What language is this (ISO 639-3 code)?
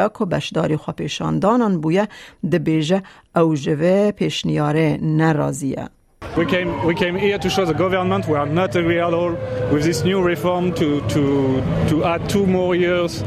kur